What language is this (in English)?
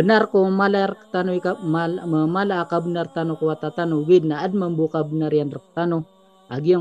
Maranao